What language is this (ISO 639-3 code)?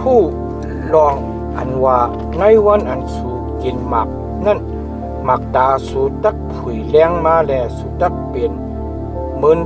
shn